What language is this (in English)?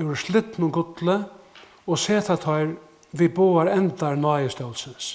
Faroese